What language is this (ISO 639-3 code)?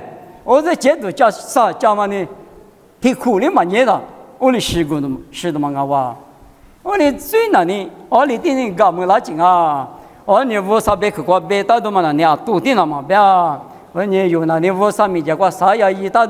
lis